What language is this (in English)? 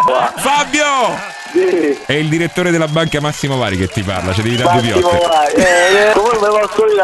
Italian